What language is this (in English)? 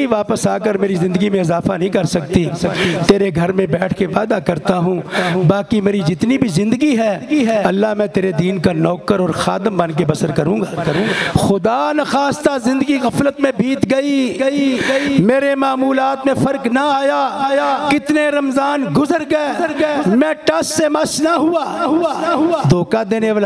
Urdu